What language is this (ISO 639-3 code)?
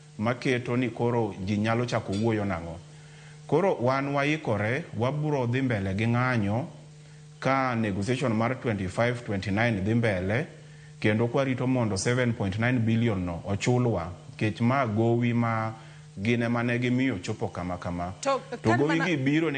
luo